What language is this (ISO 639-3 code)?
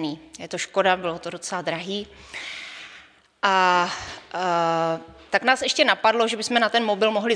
ces